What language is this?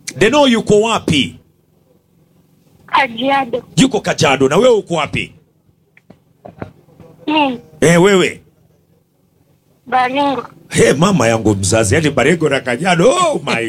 Swahili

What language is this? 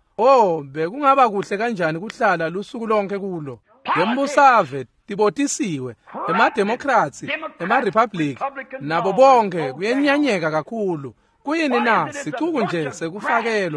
Swati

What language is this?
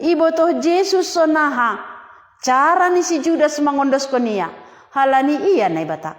Batak Simalungun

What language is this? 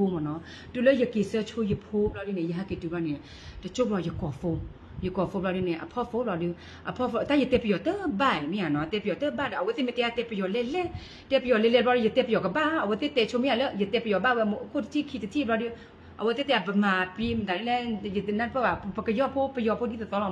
S'gaw Karen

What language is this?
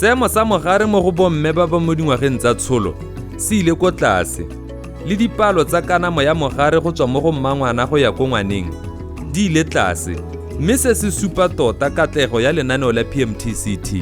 Tswana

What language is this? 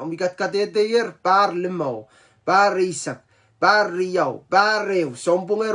Pohnpeian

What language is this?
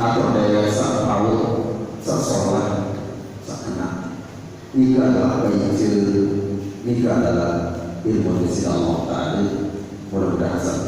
Sasak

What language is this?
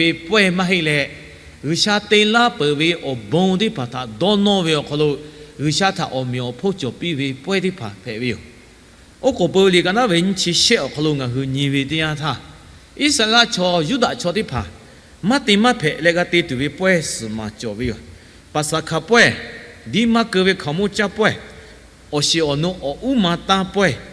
Lahu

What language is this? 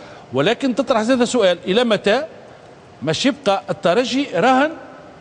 Tunisian Arabic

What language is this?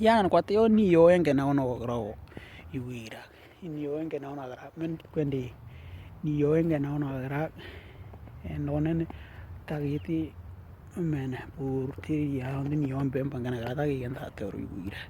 Western Dani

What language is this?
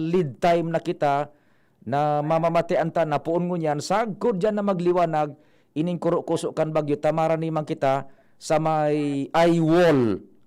Bikol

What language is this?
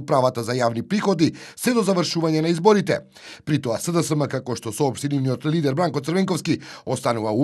Macedonian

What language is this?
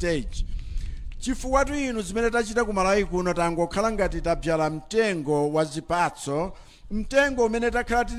Nyanja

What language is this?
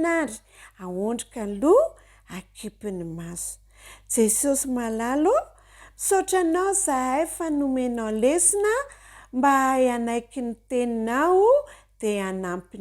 Malagasy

